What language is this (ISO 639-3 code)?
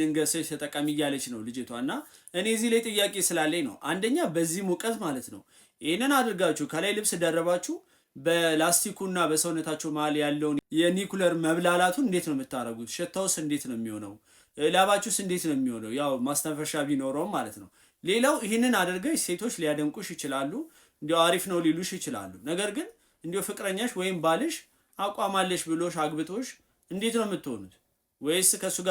amh